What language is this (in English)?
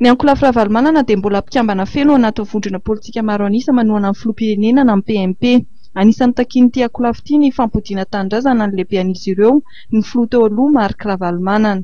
Malagasy